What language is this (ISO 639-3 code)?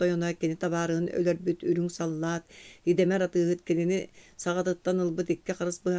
sah